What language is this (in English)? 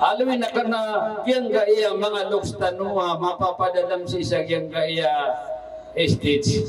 Maranao